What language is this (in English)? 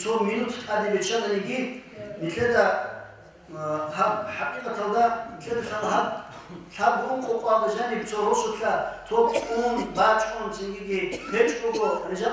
Avaric